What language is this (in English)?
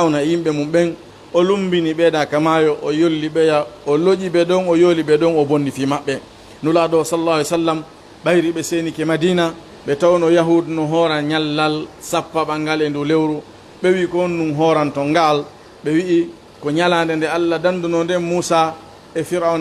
Fula